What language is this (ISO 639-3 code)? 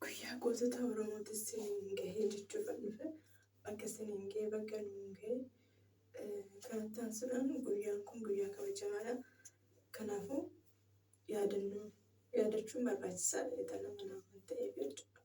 orm